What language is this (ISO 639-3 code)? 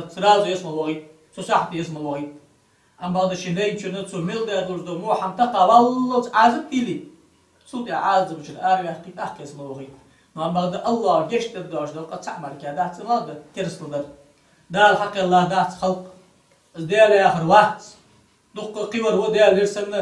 inh